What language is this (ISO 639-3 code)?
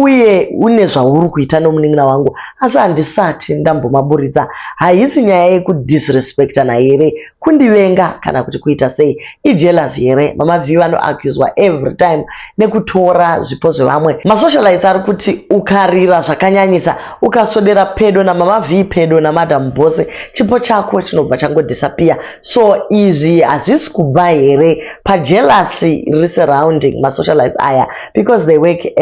sna